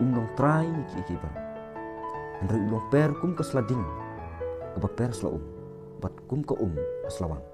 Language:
Khasi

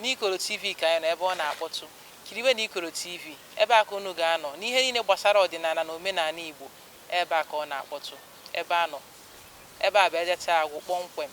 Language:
Igbo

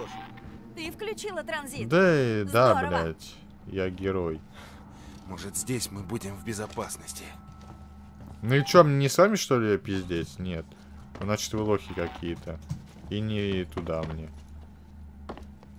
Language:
Russian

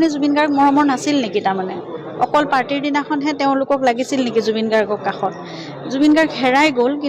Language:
Assamese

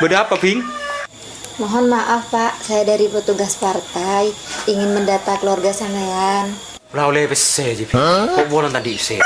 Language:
Madurese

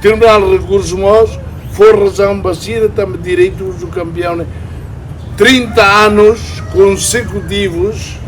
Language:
Tetum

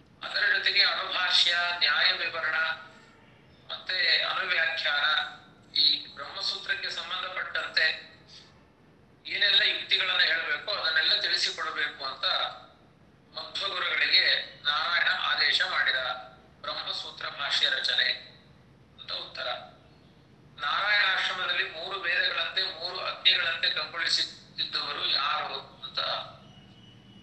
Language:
Kannada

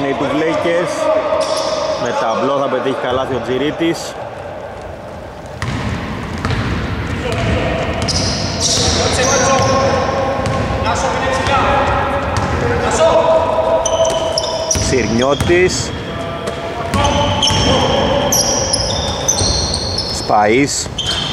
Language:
Greek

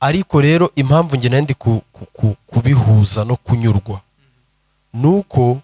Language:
Kinyarwanda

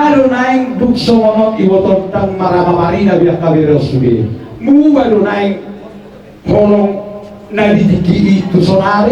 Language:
Batak Toba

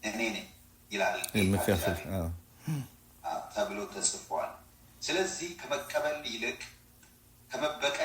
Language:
Amharic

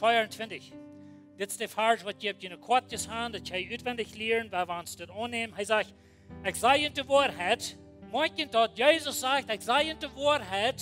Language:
Plautdietsch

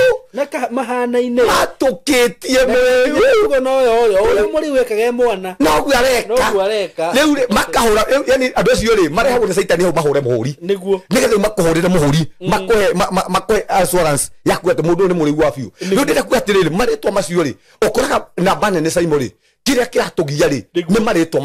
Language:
Kikuyu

